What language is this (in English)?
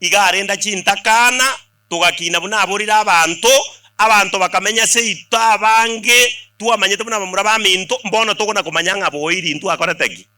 Gusii